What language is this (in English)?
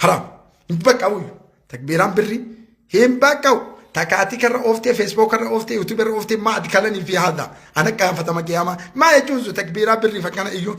Oromo